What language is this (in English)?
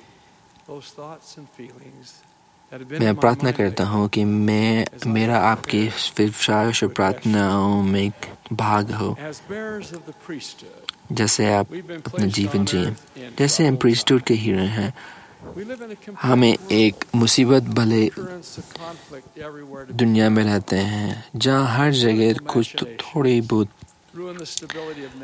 Hindi